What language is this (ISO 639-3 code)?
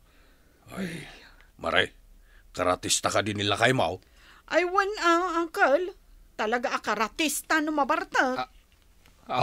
ilo